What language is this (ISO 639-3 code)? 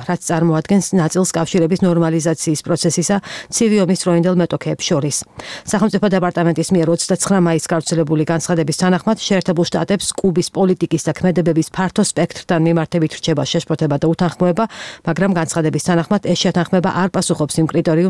kat